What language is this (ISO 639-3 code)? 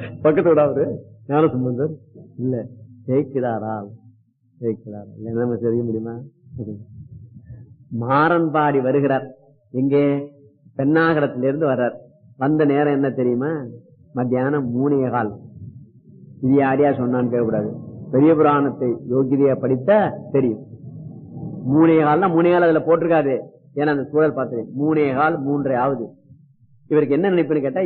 tam